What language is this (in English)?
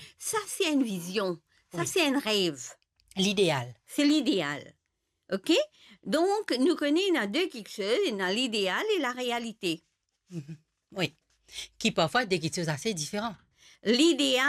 Morisyen